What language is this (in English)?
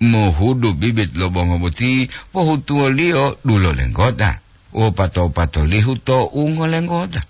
Gorontalo